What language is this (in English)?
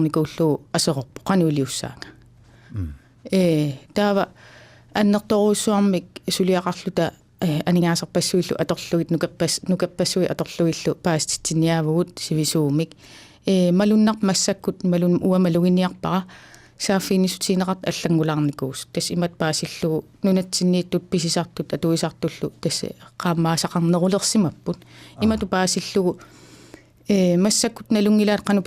Kalaallisut